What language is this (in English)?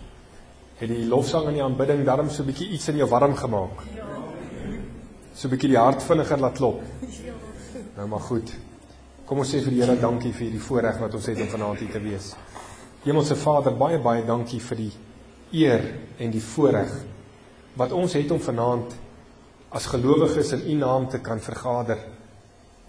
Afrikaans